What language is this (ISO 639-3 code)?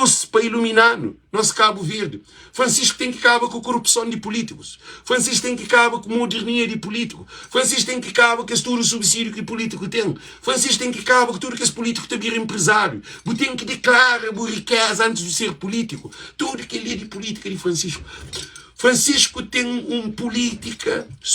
kea